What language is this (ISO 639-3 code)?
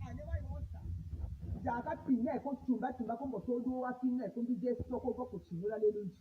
tll